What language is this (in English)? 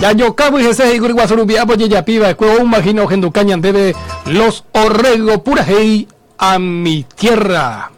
Guarani